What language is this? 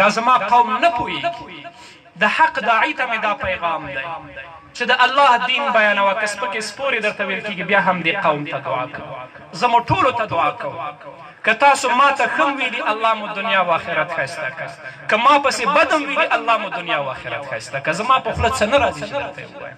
Pashto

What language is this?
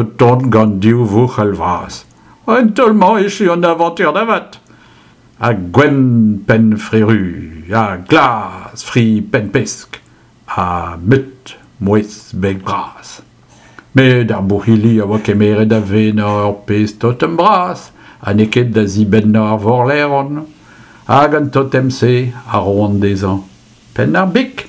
Breton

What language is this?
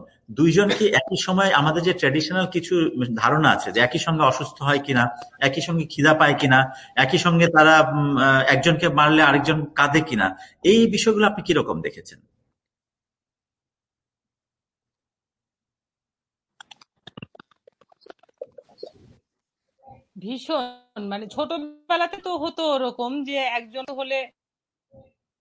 Bangla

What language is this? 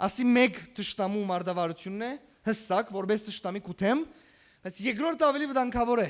Western Armenian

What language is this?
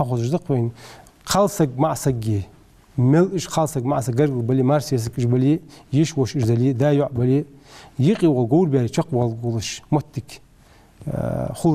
Ingush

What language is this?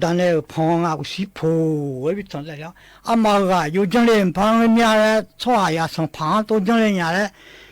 Akha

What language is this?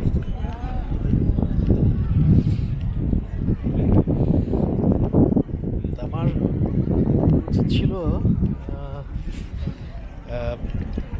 Bangla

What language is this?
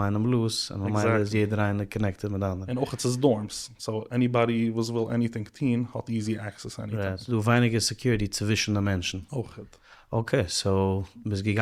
Yiddish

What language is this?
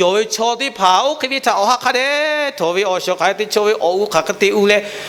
Lahu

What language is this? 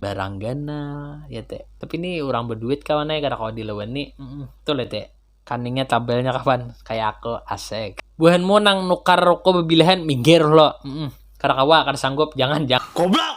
Banjar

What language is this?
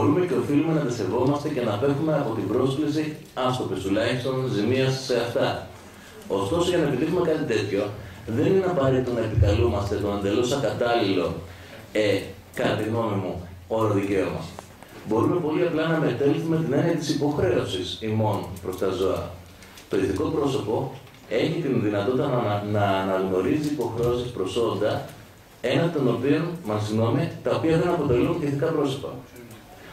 Greek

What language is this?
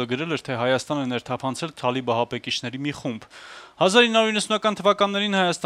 Armenian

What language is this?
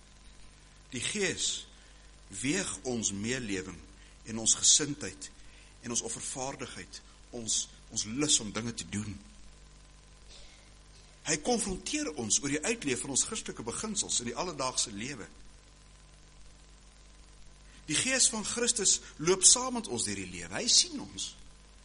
Afrikaans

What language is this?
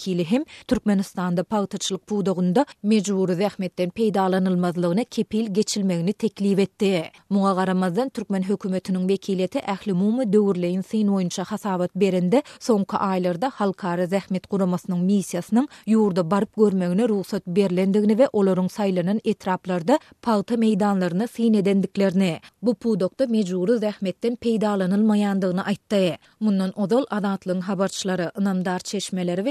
Turkmen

